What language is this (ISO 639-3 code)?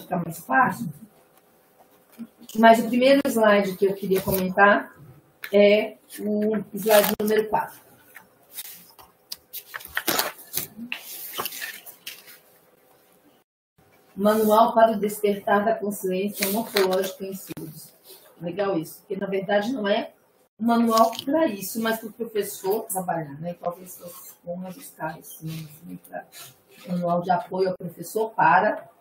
por